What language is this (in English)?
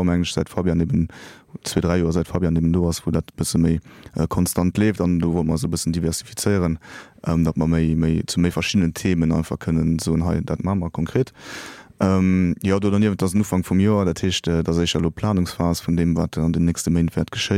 Luxembourgish